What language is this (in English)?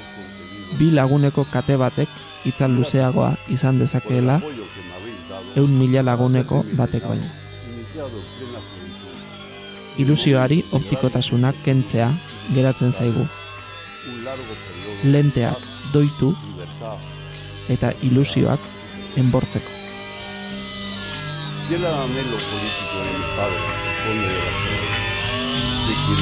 Basque